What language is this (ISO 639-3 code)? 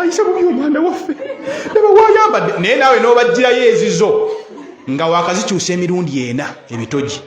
lug